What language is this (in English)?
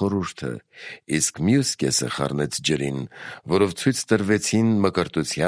Armenian